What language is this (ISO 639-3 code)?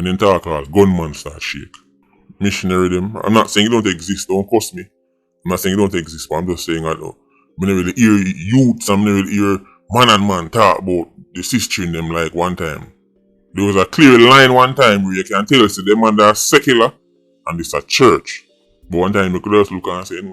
jam